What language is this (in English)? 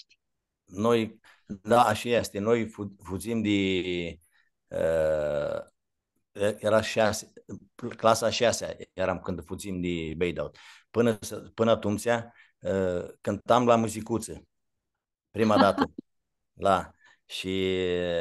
Aromanian